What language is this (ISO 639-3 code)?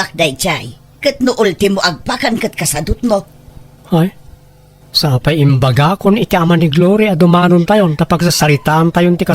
ilo